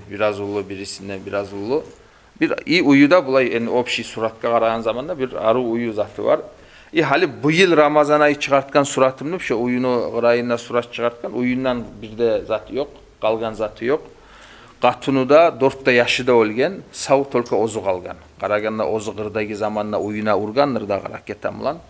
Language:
Kumyk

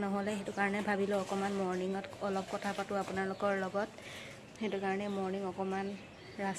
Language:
Assamese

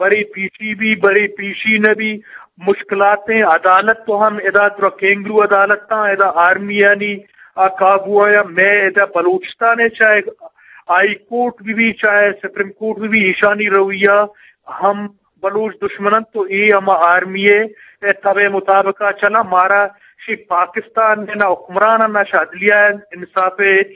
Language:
Eastern Balochi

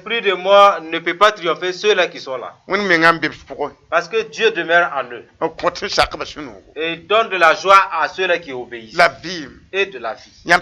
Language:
Mossi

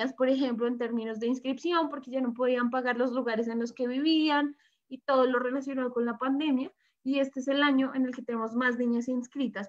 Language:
Spanish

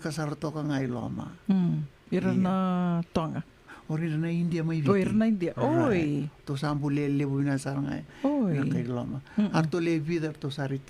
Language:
Fijian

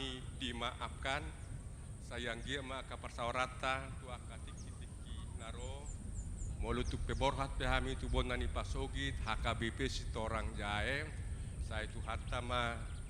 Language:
Batak Toba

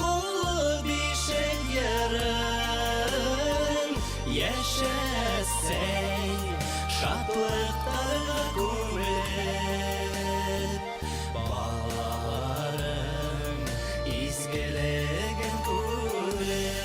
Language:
Bashkir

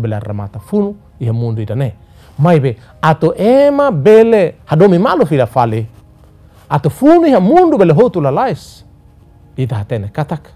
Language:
Tetum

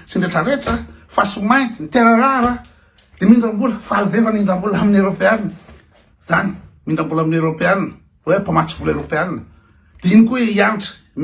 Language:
Malagasy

